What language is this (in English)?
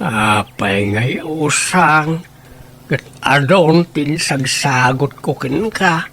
Iloko